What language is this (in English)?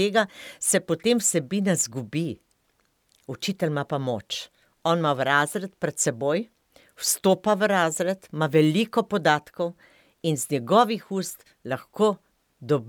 Slovenian